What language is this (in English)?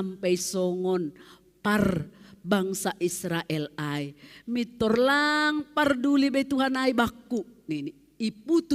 Batak Simalungun